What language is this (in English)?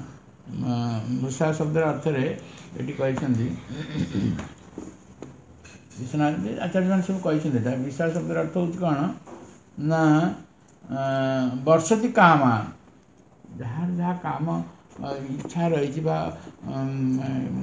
Odia